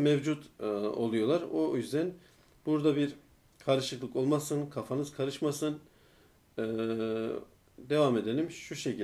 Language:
Turkish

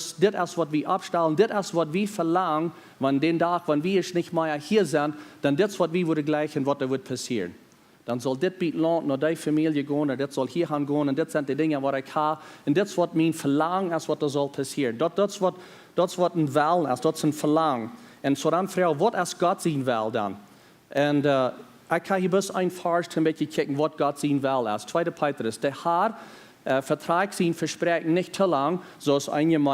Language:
Plautdietsch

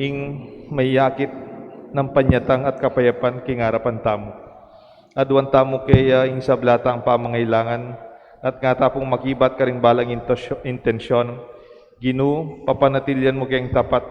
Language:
Pampanga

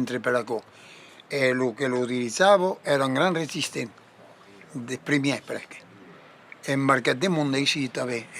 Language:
Occitan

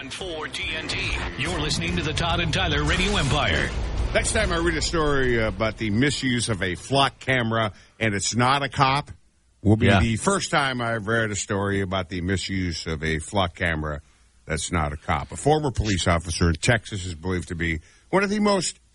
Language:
English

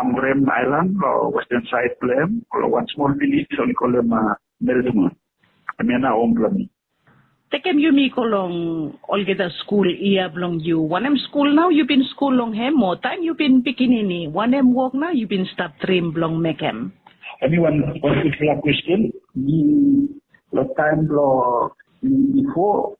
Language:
Bislama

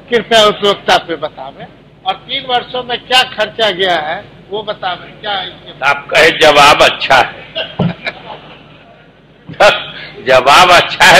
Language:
Hindi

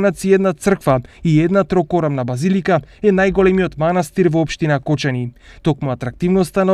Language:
Macedonian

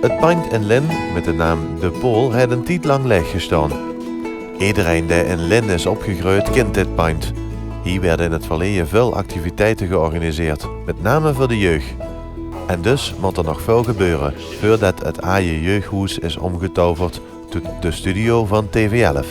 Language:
Limburgish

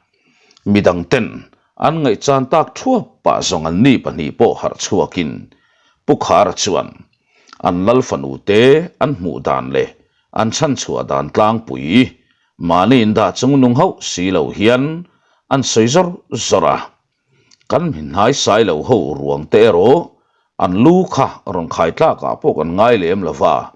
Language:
Mizo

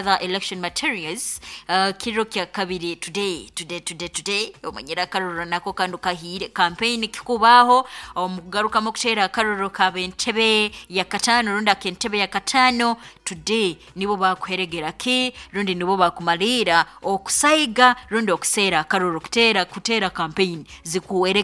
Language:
Nyoro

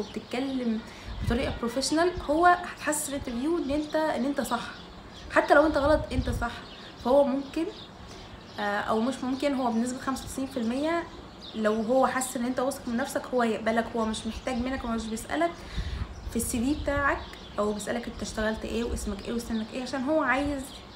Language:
Egyptian Arabic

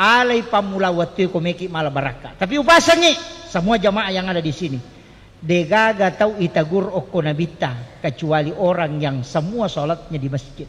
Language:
Buginese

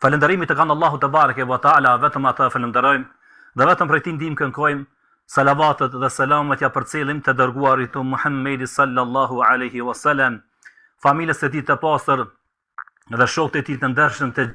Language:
Albanian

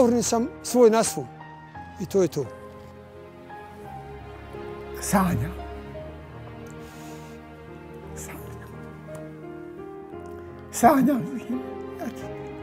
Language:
Bosnian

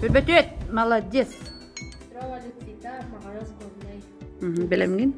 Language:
Yakut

